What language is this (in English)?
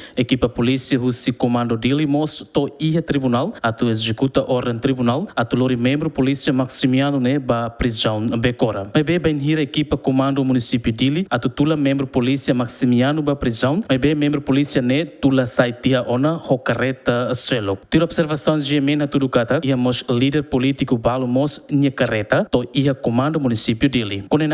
Tetum